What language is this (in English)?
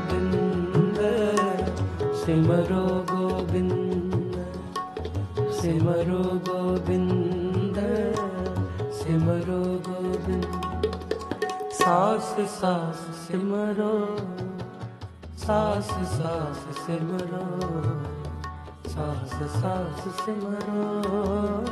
Punjabi